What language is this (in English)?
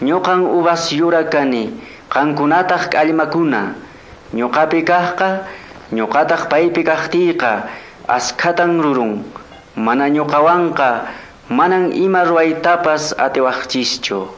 Quechua